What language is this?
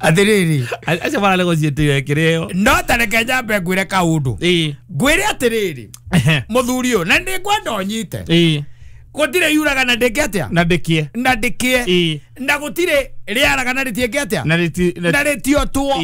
Kikuyu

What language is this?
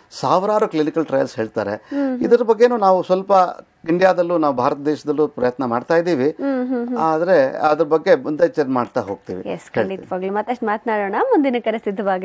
Kannada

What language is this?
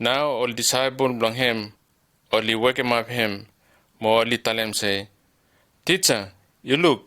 Bislama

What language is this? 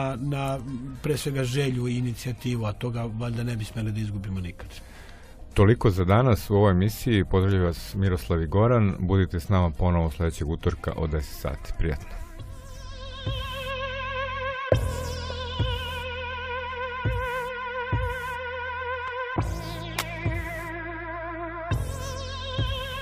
Serbian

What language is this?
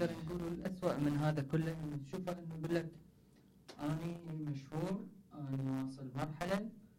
Mesopotamian Arabic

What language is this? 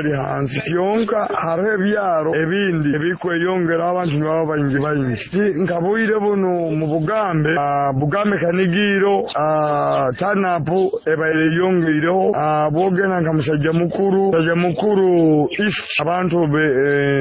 Nyoro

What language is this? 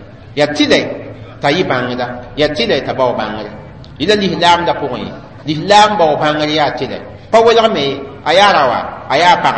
Mossi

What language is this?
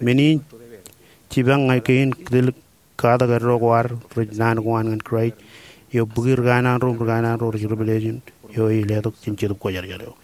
Marshallese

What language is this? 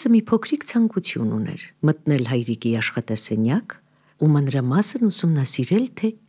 Armenian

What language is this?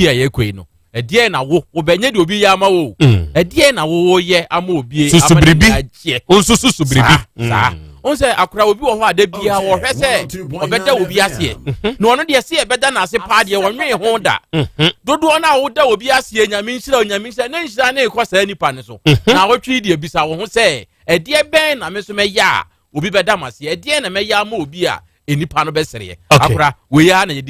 Akan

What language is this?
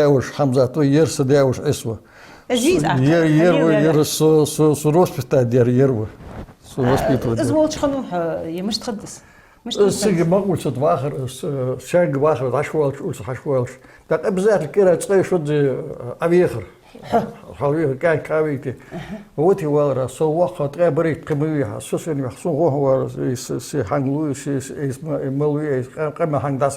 Ingush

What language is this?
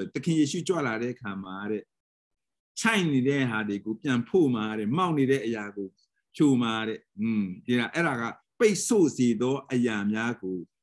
Burmese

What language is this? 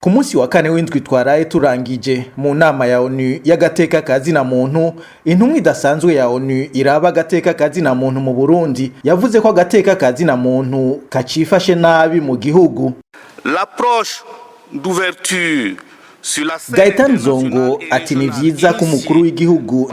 Rundi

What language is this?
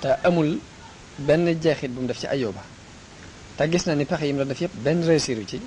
Wolof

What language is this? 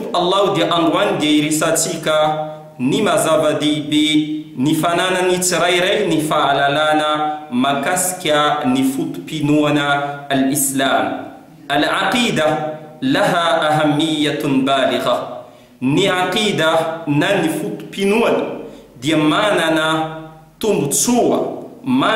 Malagasy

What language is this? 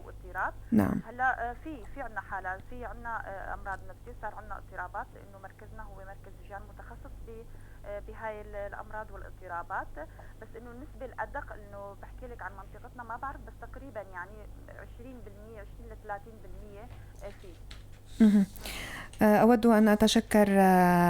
North Levantine Arabic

